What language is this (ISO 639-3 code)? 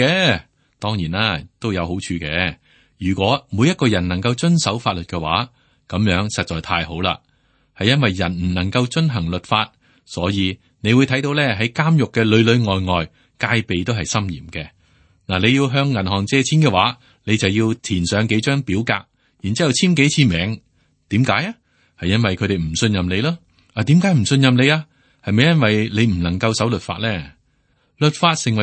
yue